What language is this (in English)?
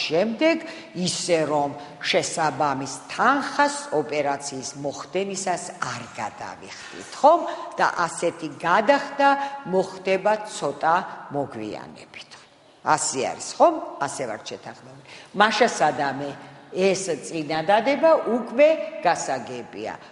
Georgian